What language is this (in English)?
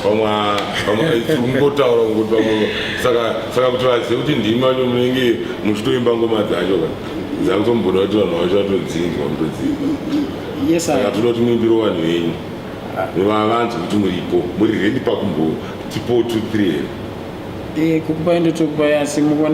Shona